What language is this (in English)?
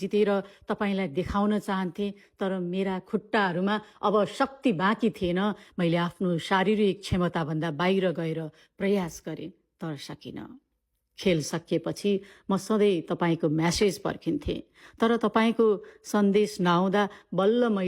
Nepali